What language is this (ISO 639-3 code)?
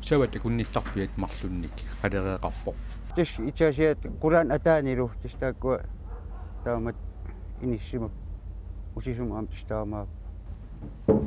kal